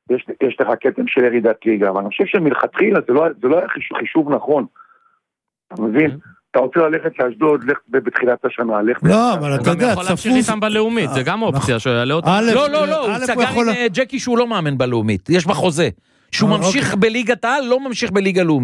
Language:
Hebrew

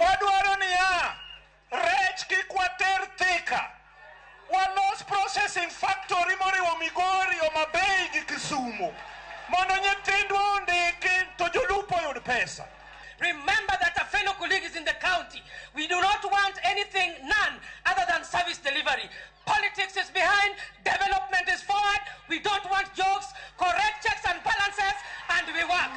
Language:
Luo (Kenya and Tanzania)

